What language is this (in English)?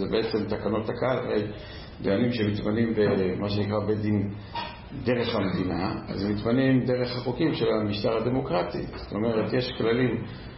Hebrew